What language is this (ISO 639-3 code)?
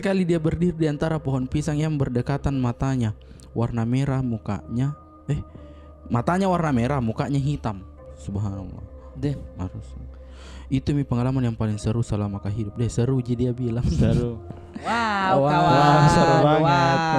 mfp